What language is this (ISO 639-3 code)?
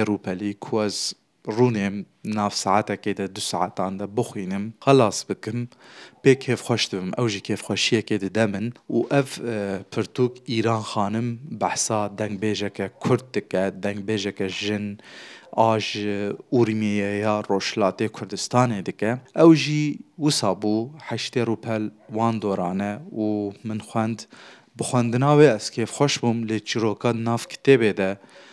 kur